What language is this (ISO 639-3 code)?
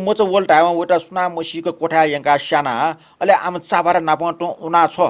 new